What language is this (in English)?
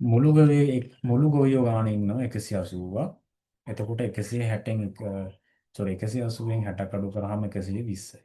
Sinhala